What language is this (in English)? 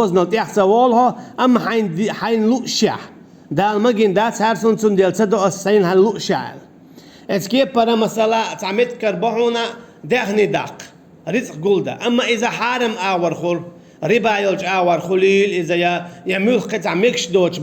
Chechen